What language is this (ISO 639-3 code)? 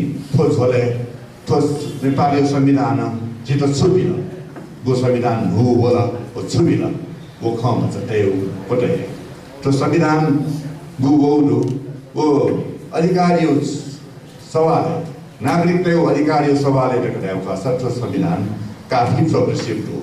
new